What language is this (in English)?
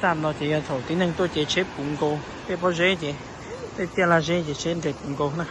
Hmong